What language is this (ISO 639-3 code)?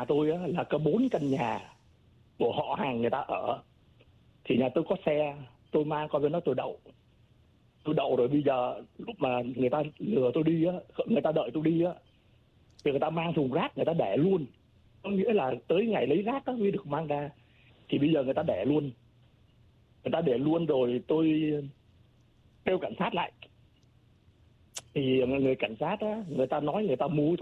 vie